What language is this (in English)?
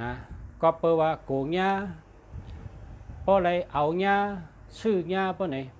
Shan